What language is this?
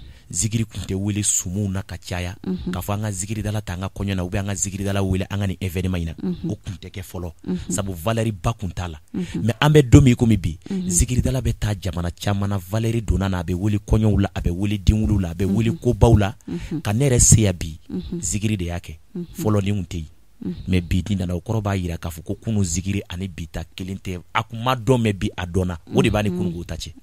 Bambara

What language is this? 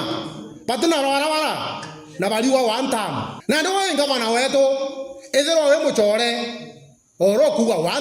Meru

